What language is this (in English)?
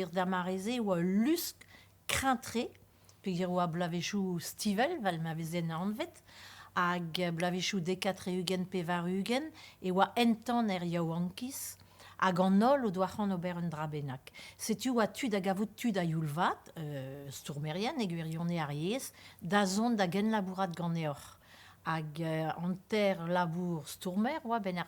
Breton